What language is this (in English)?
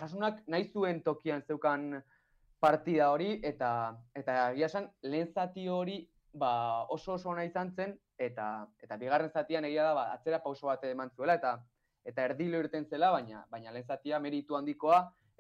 Basque